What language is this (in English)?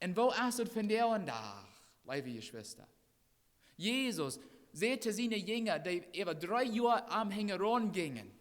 Plautdietsch